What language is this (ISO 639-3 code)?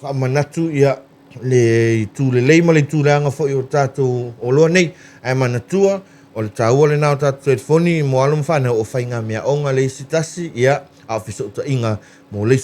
smo